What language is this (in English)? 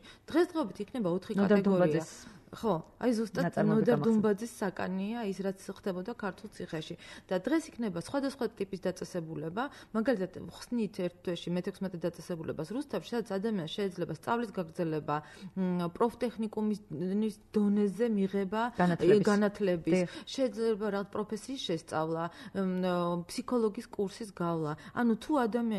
Georgian